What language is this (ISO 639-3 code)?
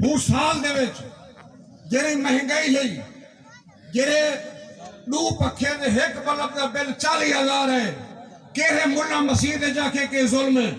skr